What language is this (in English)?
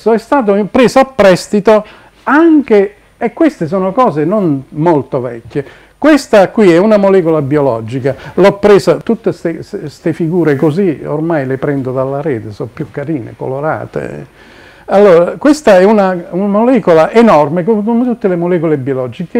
Italian